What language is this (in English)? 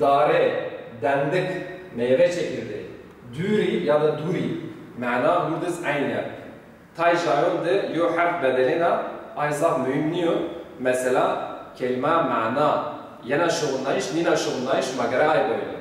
Zaza